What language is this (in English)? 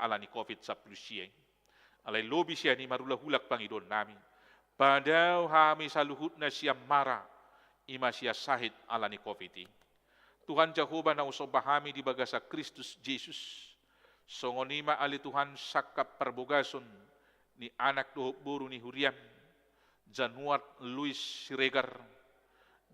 Batak Toba